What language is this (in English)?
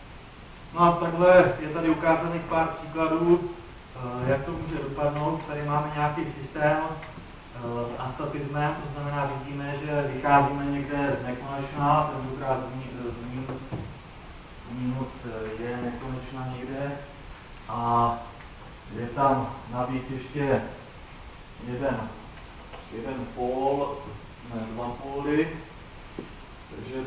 Czech